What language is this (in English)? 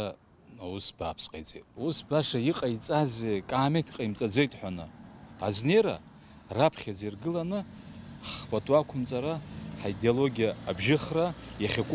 Abkhazian